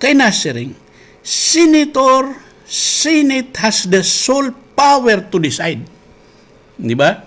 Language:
Waray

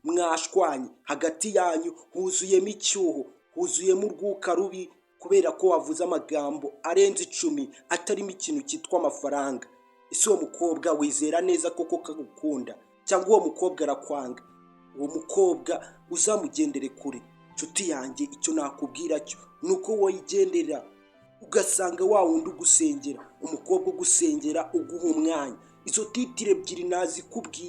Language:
Kinyarwanda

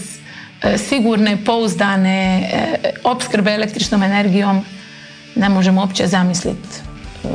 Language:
Croatian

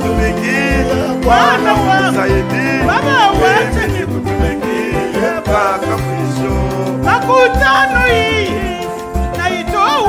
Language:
Swahili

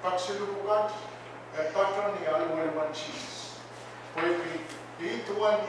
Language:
Pohnpeian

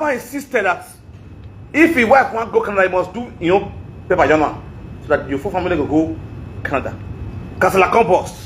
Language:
Nigerian Pidgin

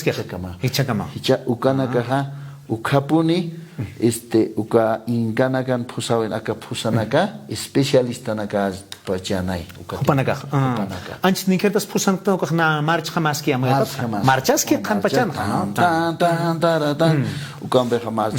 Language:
Aymara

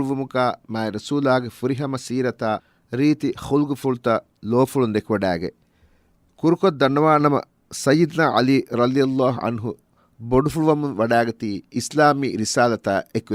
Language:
Divehi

